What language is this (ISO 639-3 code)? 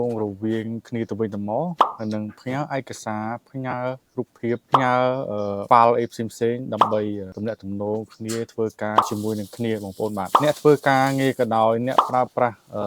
khm